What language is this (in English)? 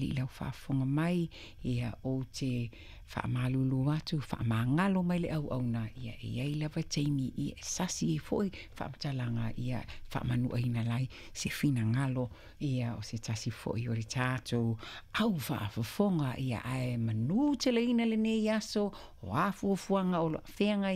Samoan